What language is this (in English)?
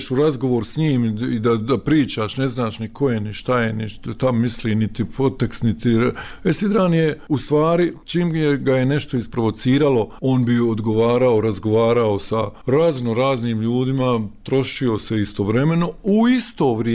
Bosnian